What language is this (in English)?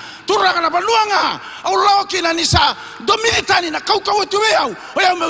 Fijian